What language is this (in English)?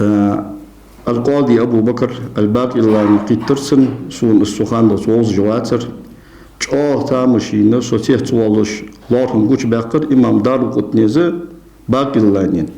Ingush